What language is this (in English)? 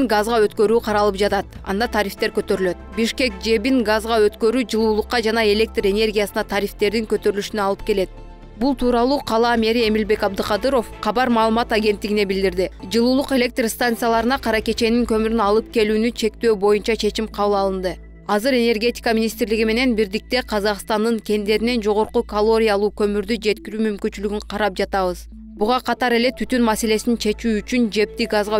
Kyrgyz